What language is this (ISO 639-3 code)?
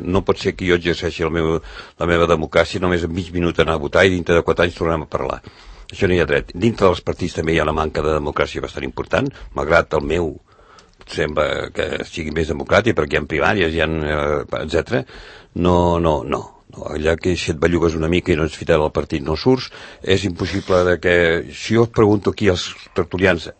cat